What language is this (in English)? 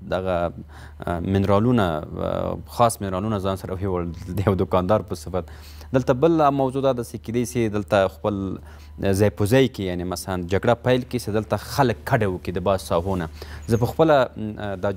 Pashto